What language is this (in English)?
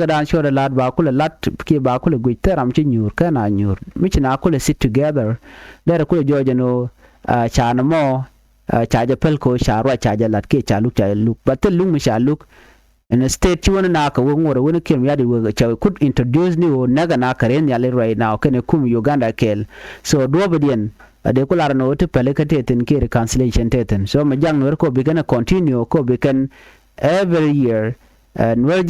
Nuer